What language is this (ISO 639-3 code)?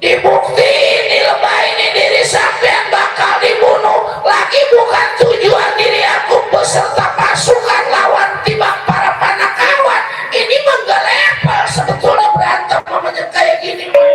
bew